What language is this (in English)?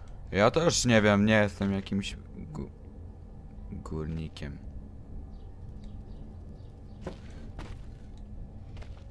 Polish